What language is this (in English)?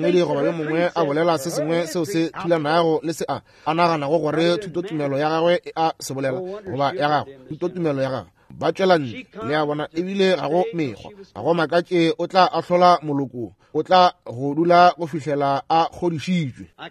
Northern Sotho